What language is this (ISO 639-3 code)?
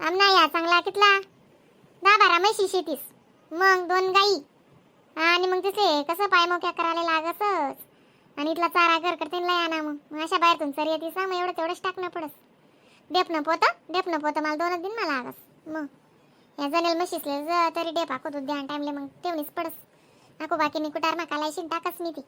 khn